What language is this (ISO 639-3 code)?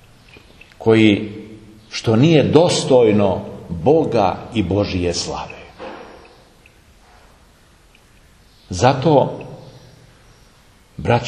srp